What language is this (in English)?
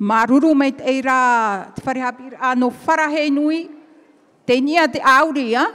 Tahitian